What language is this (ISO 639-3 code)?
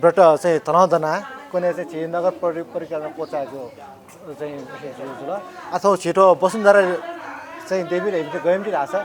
new